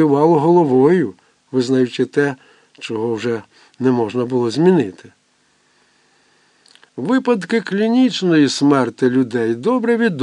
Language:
Ukrainian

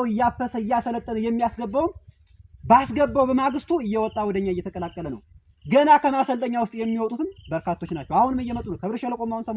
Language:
Amharic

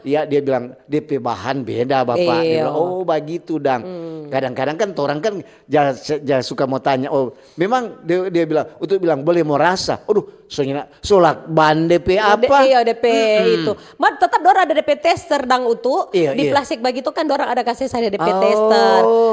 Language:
Manado Malay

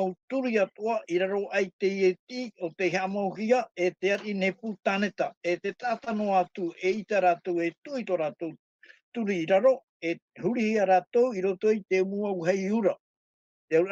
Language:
Tahitian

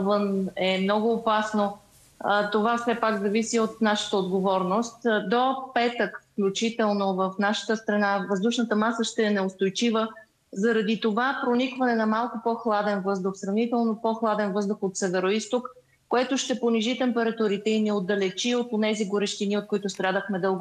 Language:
Bulgarian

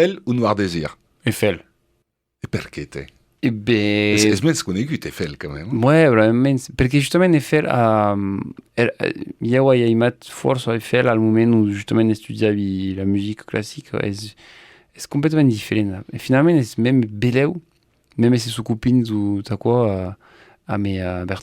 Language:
Occitan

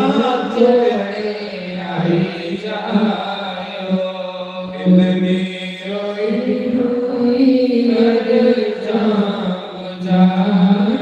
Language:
Dogri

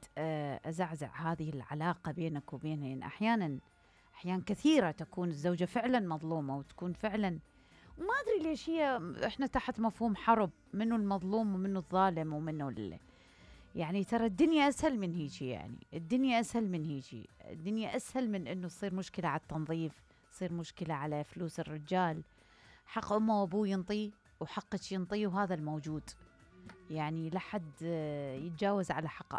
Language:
Mesopotamian Arabic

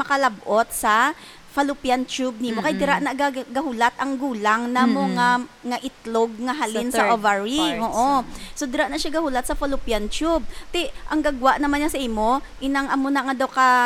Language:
Hiligaynon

